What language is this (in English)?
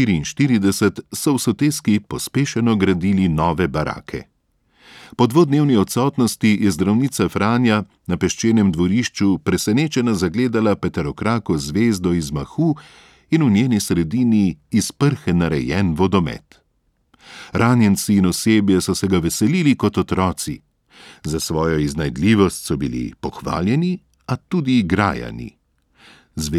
Slovenian